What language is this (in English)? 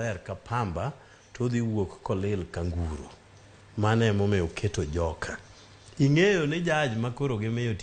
Luo (Kenya and Tanzania)